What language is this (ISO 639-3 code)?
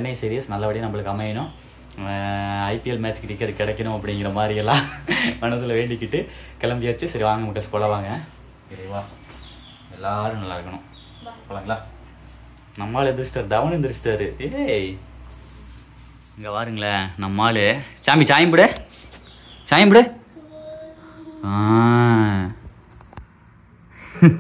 tam